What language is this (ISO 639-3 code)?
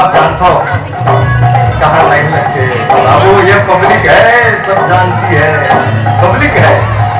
hne